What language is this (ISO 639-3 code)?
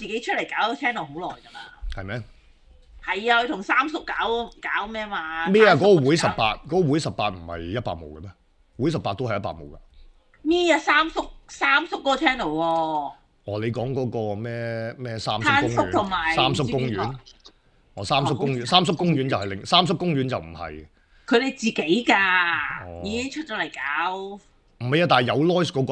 yue